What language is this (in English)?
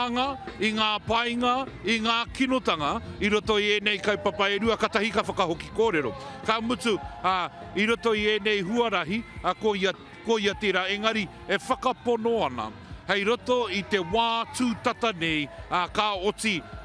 Māori